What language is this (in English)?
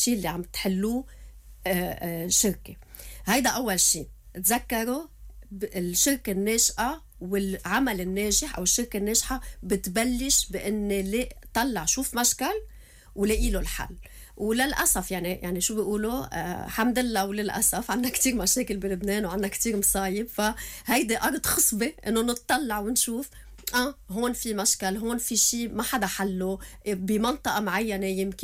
North Levantine Arabic